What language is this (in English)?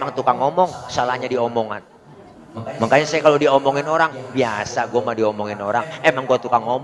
Betawi